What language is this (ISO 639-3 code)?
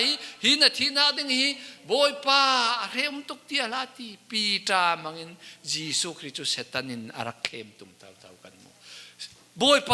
cfm